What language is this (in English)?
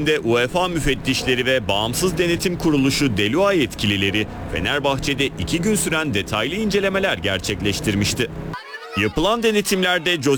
Turkish